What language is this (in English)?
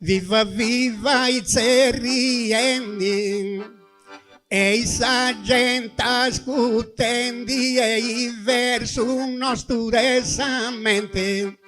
Sardinian